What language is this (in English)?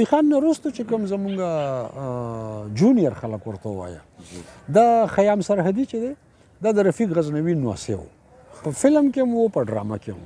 Pashto